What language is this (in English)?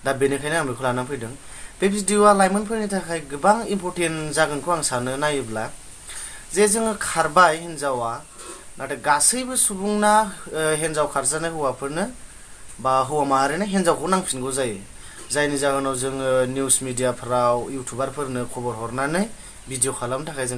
Bodo